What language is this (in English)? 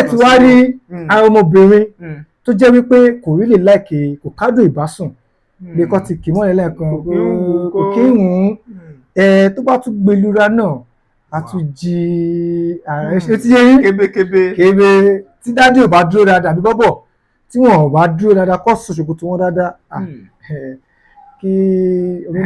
Yoruba